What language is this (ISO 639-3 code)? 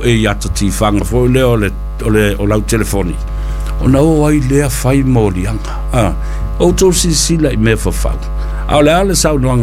smo